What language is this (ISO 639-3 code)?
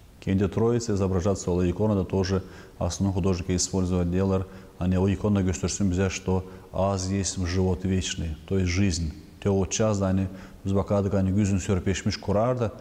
gag